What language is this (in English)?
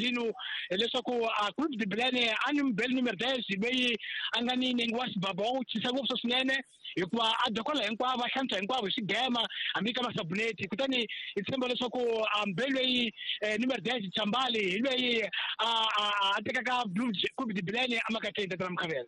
Tsonga